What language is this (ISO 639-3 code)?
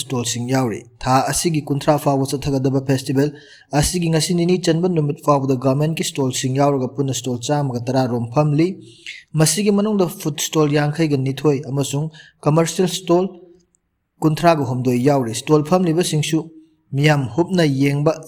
mni